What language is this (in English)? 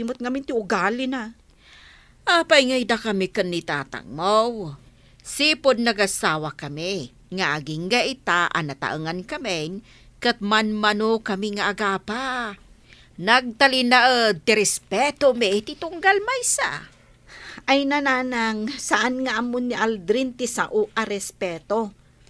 Iloko